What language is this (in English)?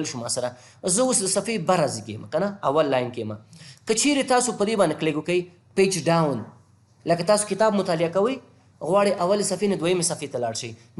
Pashto